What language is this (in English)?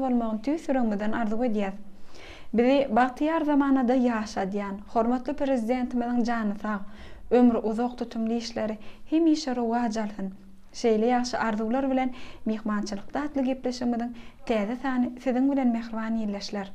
Turkmen